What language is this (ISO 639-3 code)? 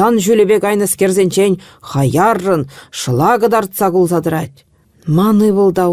chv